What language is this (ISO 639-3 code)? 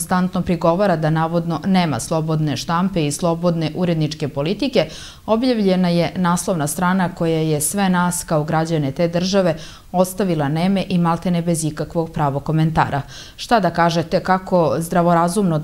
srp